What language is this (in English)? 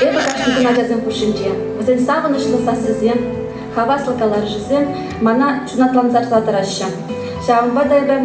Chuvash